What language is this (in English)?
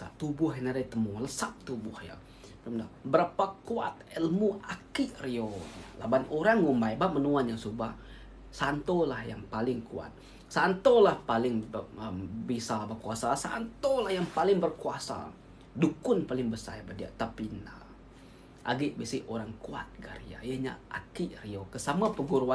Iban